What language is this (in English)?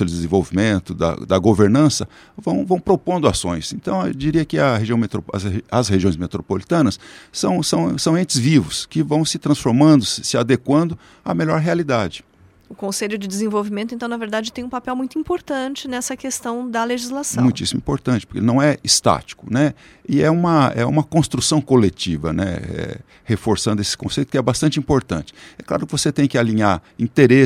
Portuguese